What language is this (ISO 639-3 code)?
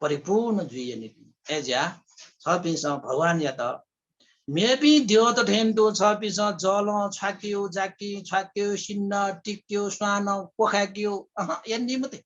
new